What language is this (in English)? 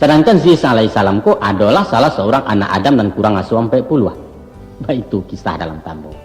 Minangkabau